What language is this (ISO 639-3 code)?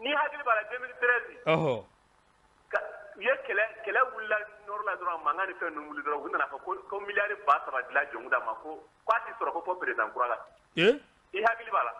bam